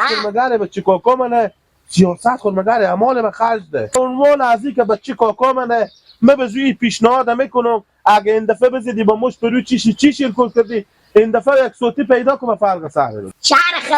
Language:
Hazaragi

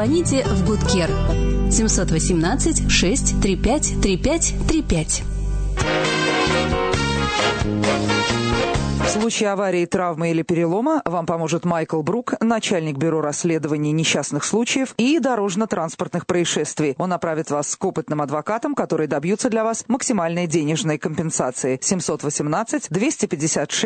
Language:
Russian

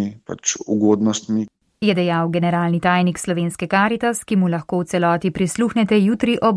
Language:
Slovenian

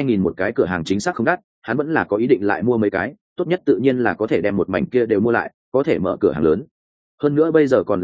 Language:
Vietnamese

